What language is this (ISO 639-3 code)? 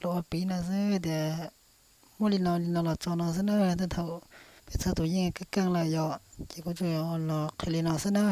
hmn